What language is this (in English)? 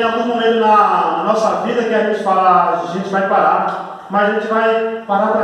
Portuguese